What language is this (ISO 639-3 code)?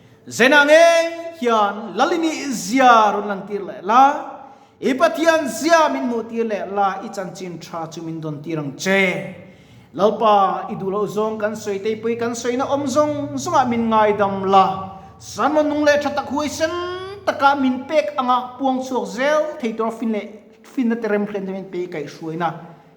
lus